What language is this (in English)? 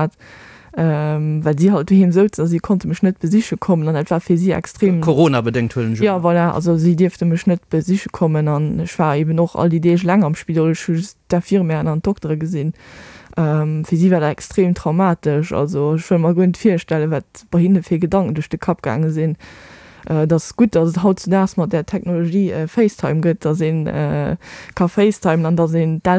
Luxembourgish